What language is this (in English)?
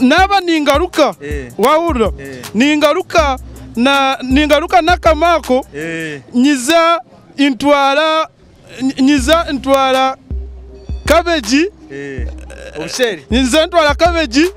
Nyankole